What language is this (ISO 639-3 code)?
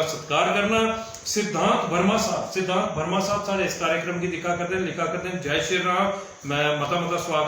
doi